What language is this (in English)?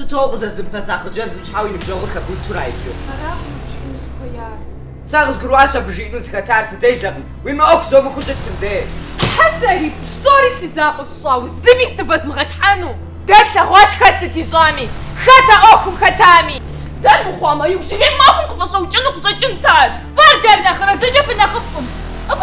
Kabardian